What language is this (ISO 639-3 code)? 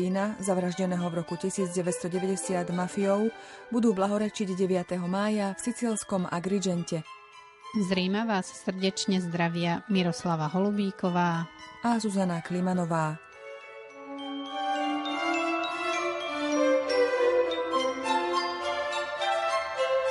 slk